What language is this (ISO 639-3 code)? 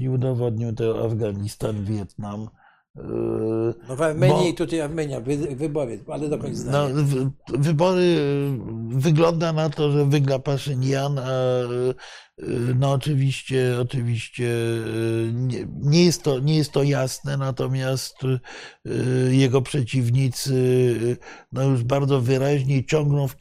pol